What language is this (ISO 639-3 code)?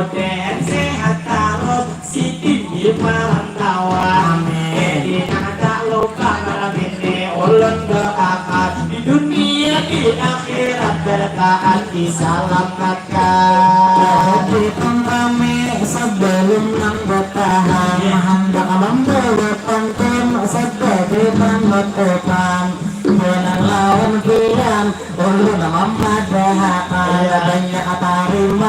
bjn